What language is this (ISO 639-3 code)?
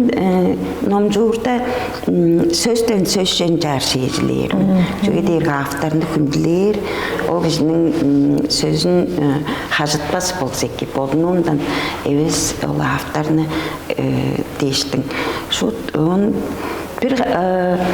tyv